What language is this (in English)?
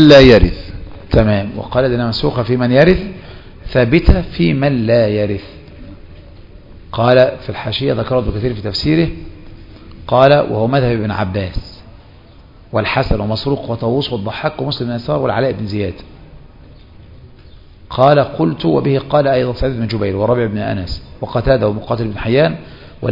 Arabic